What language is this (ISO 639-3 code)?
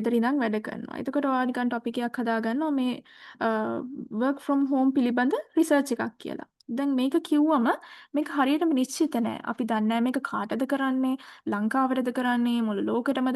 sin